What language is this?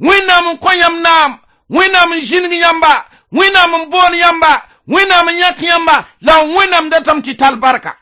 Mossi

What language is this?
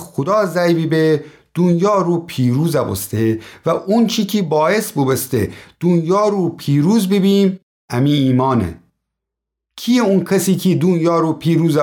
Gilaki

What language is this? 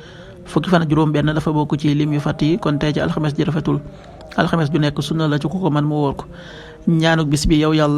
Wolof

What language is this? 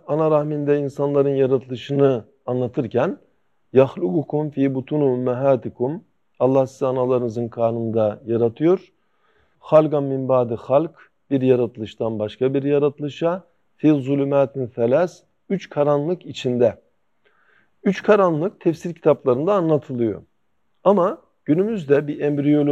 Turkish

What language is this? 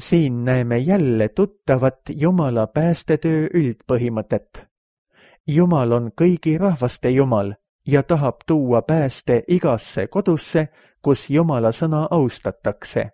Estonian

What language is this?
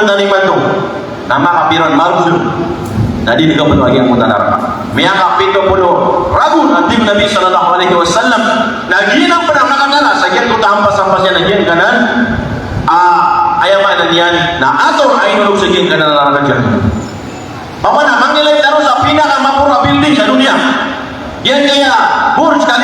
Maranao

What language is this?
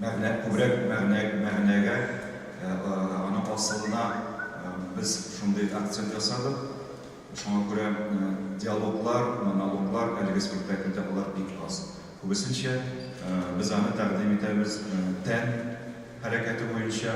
Tatar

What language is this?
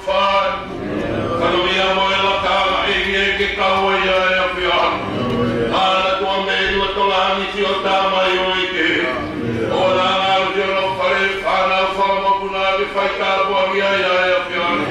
Tongan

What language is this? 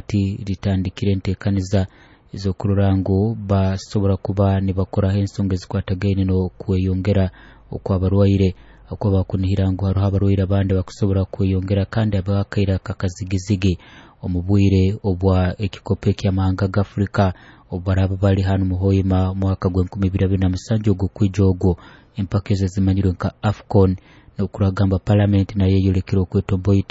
Nyoro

